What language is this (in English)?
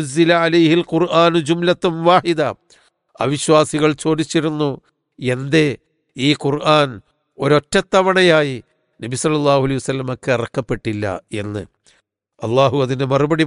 Malayalam